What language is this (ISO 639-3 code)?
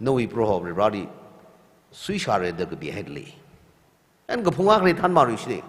nmf